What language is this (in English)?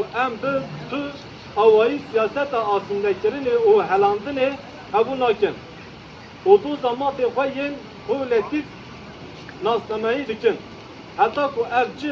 Kurdish